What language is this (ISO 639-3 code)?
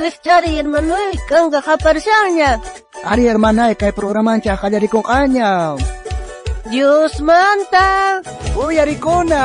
quh